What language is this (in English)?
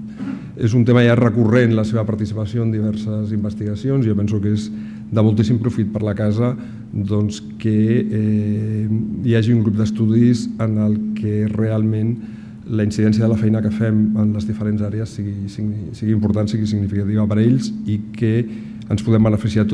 Catalan